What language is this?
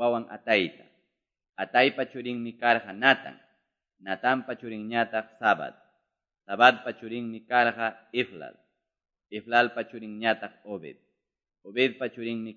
Quechua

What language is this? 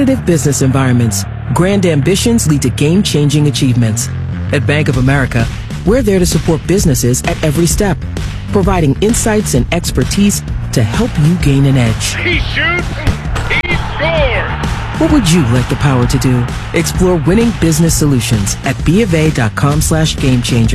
English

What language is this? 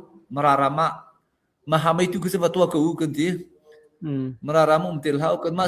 Hakha Chin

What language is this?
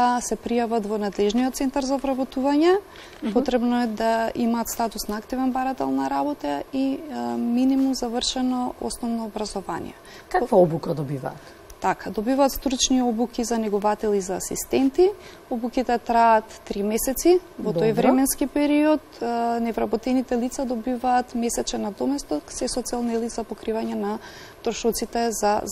Macedonian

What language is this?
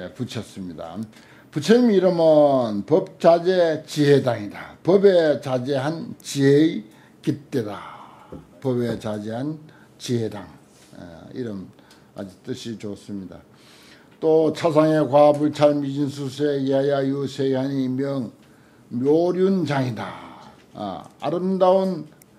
Korean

